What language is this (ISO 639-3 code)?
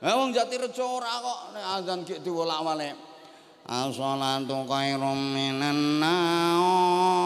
jav